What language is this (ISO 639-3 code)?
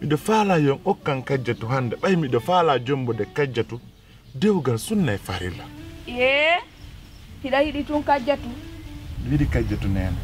fuf